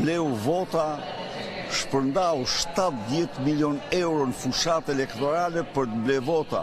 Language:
Albanian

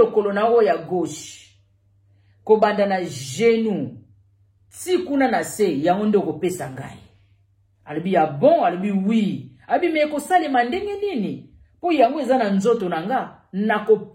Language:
Lingala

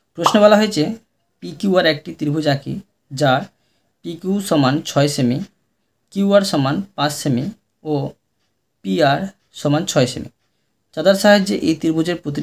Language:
Bangla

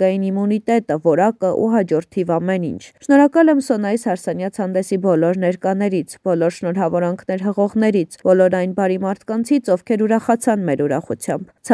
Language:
Armenian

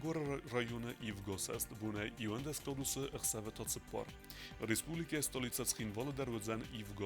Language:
Ossetic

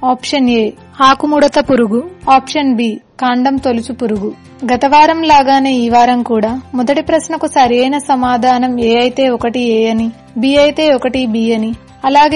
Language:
Telugu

